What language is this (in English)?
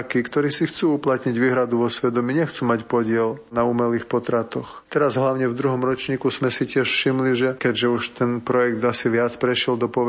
Slovak